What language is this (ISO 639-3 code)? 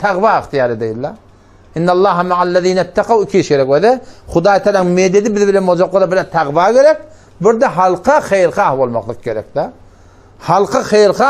tuk